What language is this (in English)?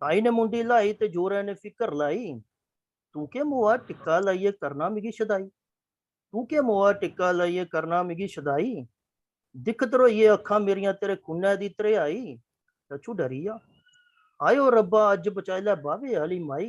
Dogri